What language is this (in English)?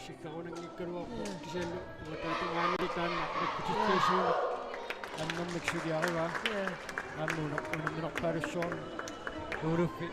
Kalaallisut